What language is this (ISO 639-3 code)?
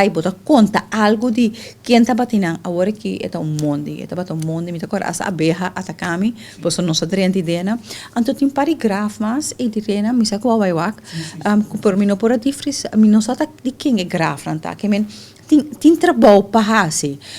pap